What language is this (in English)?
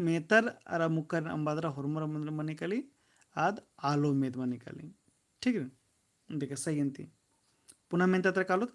Kurukh